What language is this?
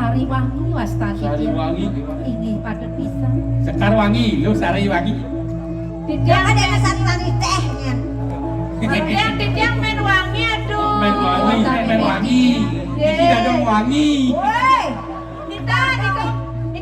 Balinese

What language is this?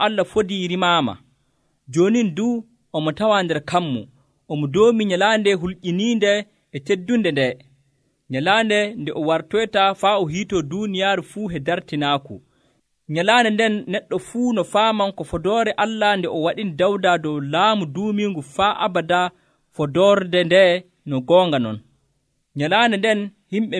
Nigerian Fulfulde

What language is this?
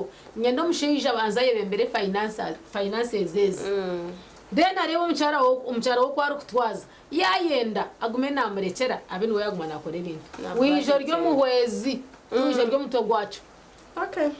Nyankole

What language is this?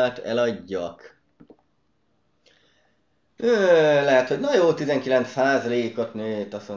Hungarian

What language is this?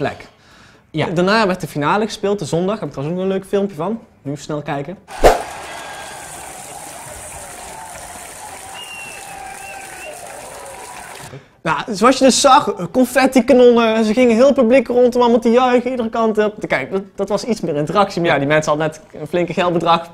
Dutch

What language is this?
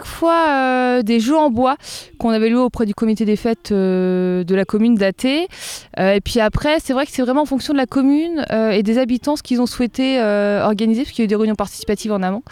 French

